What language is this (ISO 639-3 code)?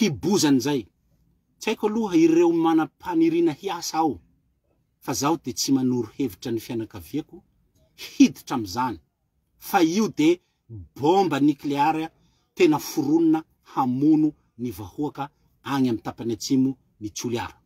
mlg